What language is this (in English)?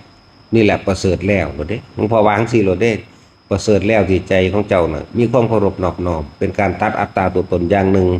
Northeastern Thai